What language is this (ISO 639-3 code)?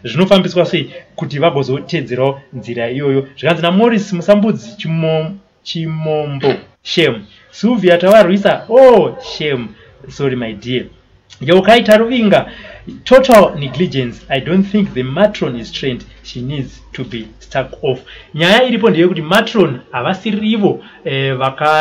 sna